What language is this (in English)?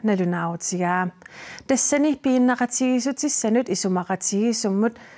Kalaallisut